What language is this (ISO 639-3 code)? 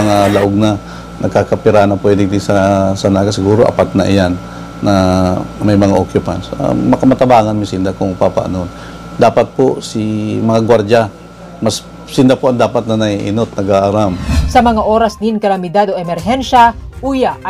bik